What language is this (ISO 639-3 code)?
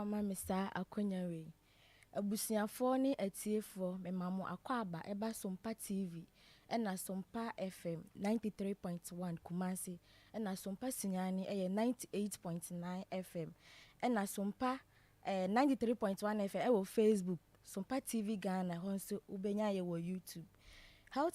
aka